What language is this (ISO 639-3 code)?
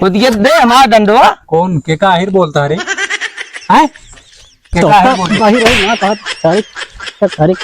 awa